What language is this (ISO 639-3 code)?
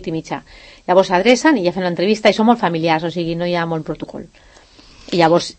cat